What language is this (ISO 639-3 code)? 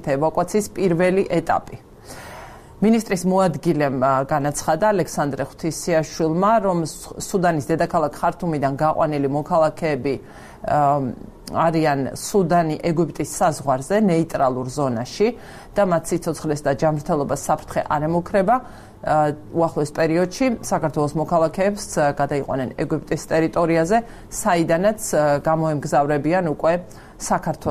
kat